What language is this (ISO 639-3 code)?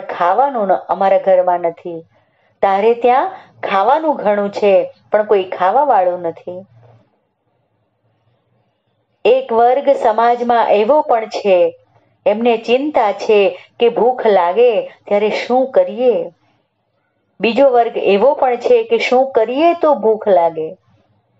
guj